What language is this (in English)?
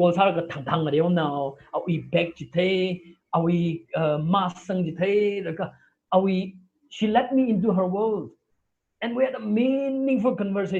Tangkhul Naga (India)